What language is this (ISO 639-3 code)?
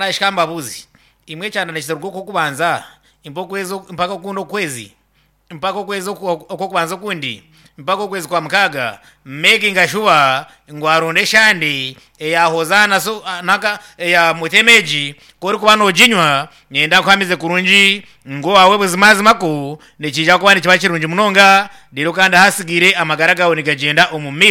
nyn